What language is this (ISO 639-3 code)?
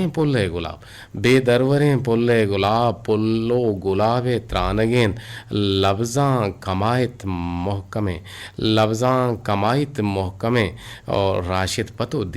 bgp